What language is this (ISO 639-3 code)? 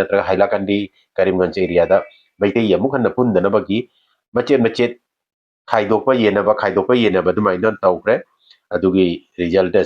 mni